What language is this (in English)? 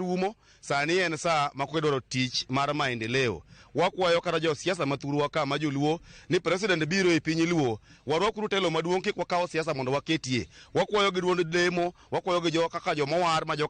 Luo (Kenya and Tanzania)